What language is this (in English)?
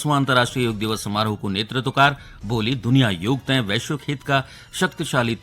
Garhwali